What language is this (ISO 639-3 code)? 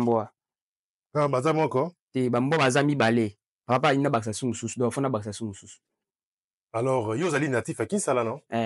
lin